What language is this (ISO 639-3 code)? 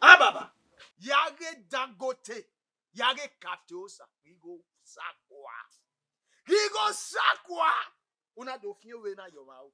bin